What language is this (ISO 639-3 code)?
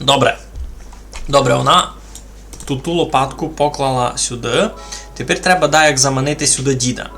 rue